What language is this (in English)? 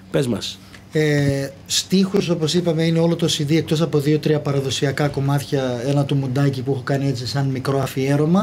Greek